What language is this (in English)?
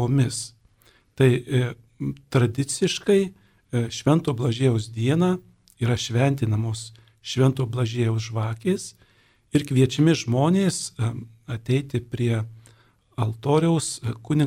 Lithuanian